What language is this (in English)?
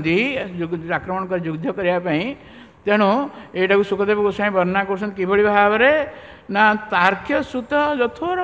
Odia